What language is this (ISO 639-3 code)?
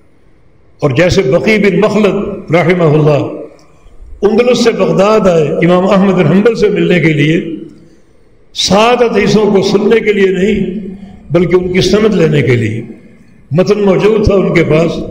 urd